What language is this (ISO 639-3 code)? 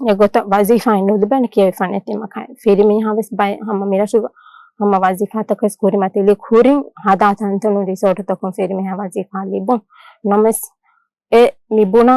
div